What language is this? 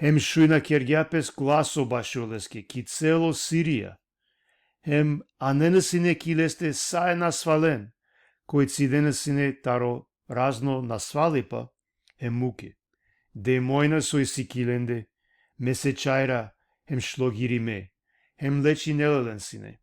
Balkan Romani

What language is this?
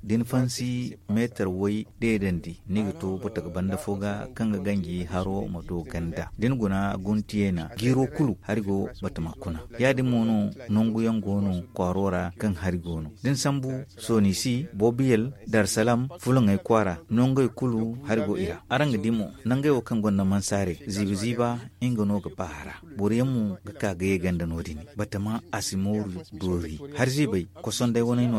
Zarma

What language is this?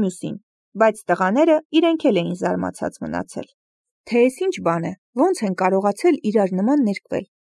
Armenian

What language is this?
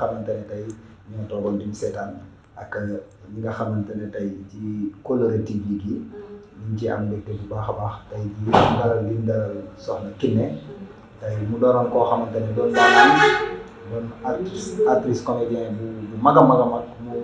Wolof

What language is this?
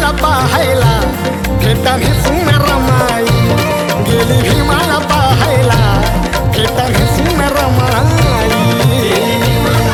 Marathi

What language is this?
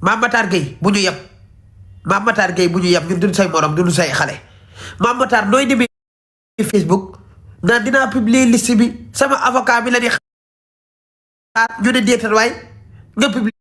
Wolof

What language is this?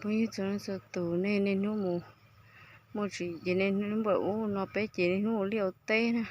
Hmong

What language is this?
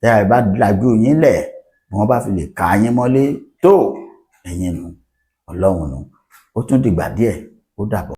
Yoruba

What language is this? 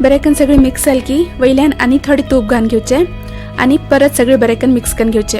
Konkani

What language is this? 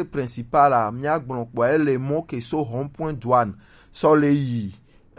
Gen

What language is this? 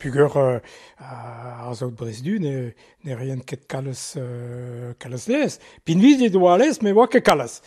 Breton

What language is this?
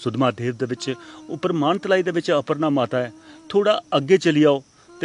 Dogri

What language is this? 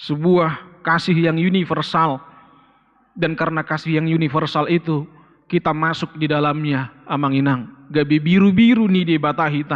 Batak Toba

